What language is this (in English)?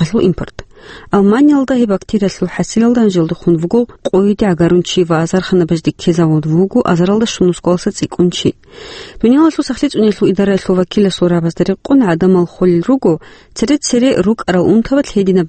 Avaric